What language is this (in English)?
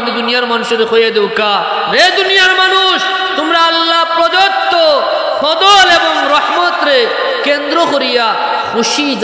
Sylheti